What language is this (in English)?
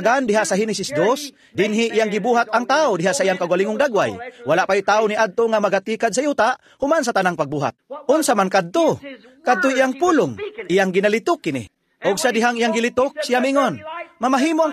Cebuano